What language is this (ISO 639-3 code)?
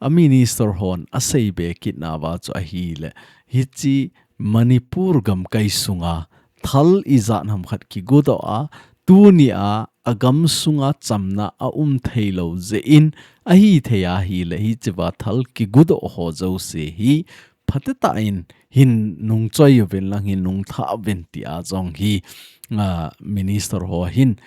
tcz